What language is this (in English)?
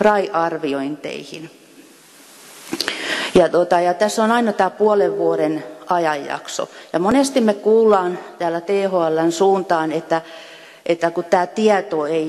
Finnish